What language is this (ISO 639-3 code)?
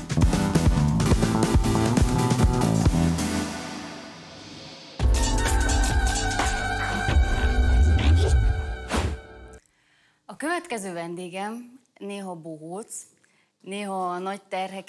hun